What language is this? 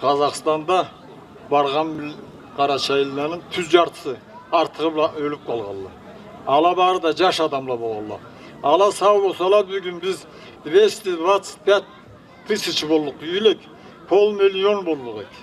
Karachay-Balkar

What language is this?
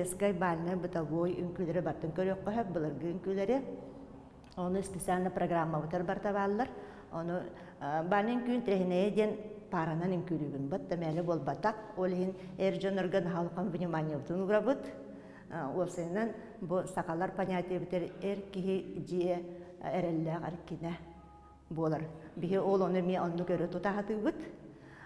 Yakut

